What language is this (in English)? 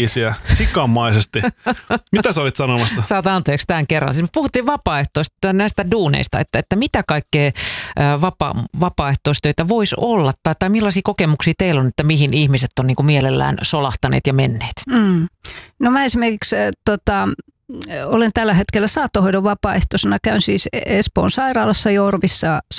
Finnish